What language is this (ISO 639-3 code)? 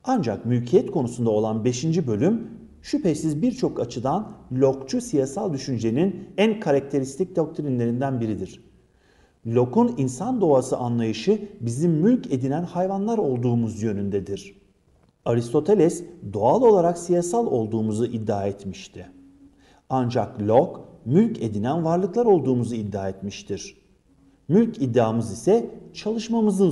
tur